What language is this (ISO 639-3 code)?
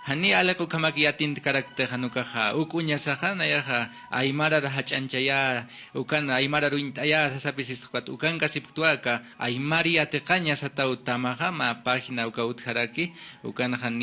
aym